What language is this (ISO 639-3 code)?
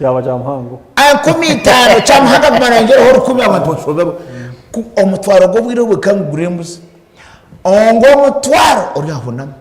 nyn